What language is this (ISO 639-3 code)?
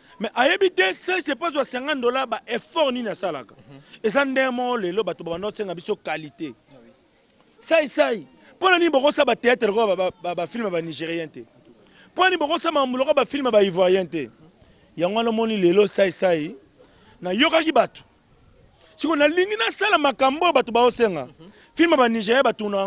lin